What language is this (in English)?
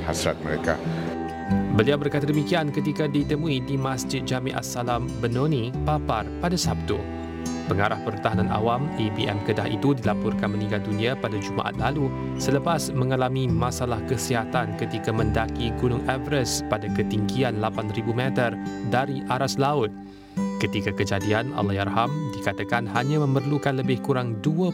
Malay